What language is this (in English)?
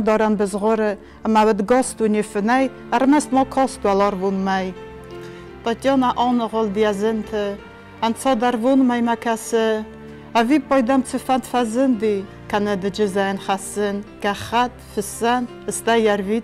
Ossetic